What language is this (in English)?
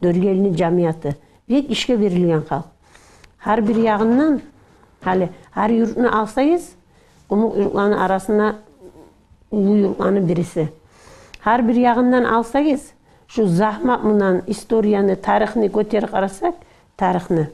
Kumyk